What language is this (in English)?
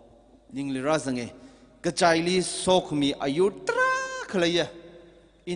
Tangkhul Naga (India)